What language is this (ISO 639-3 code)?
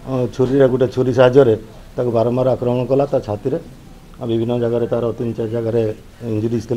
ori